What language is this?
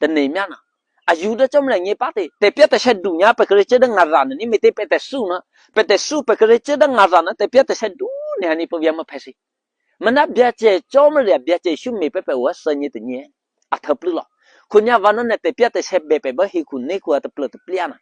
Eastern Kayah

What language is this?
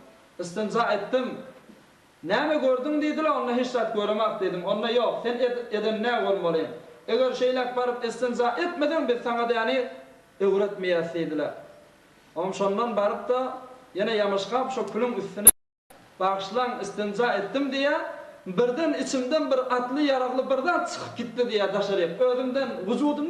Turkmen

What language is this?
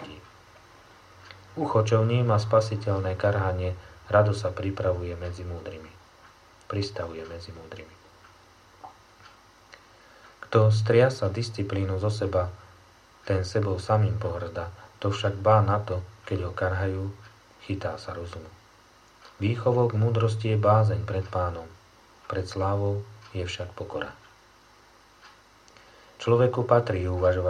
Slovak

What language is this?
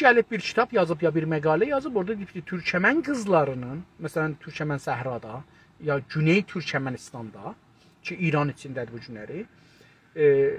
South Azerbaijani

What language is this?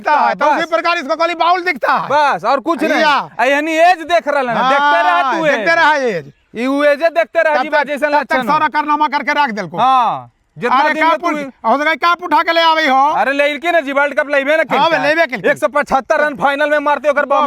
Magahi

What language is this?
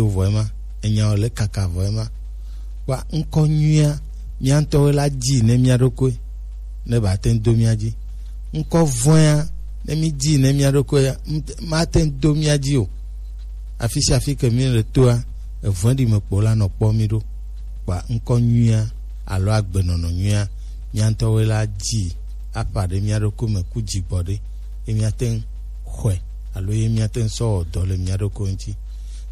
Gen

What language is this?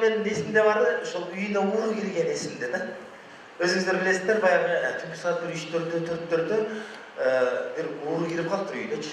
Kyrgyz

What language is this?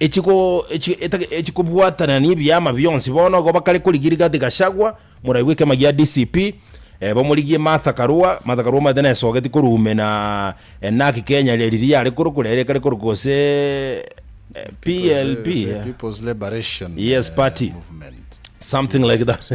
Gusii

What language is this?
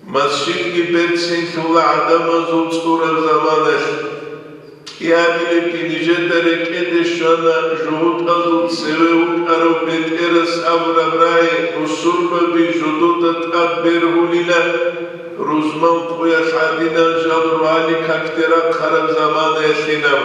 Avaric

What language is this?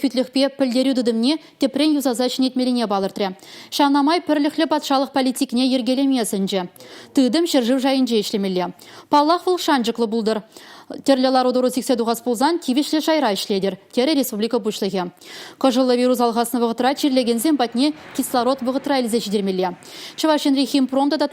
Chuvash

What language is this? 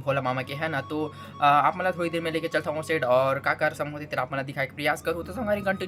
Chhattisgarhi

